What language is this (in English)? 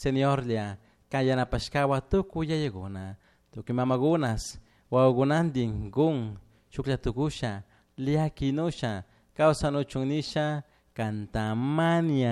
Chimborazo Highland Quichua